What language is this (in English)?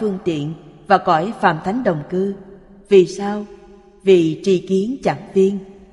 Vietnamese